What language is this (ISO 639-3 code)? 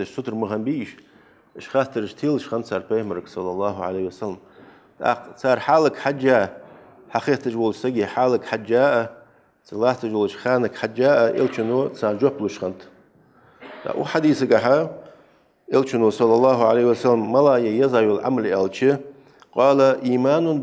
inh